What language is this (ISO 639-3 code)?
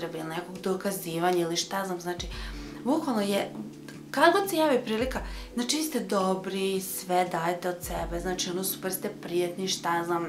srp